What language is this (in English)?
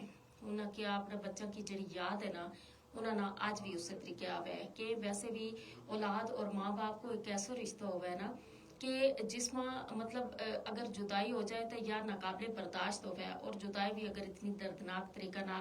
Gujari